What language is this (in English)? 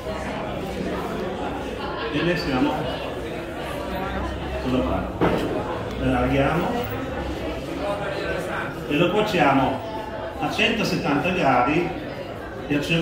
Italian